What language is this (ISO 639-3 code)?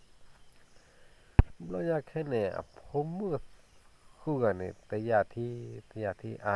ksw